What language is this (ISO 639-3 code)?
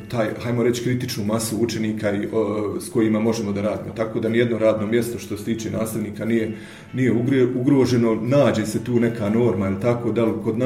bos